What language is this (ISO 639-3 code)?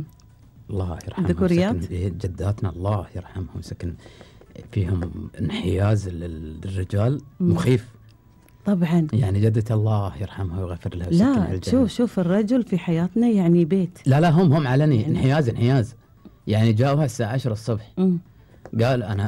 afb